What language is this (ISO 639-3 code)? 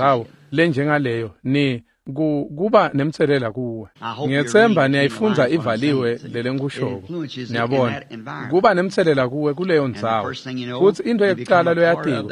ssw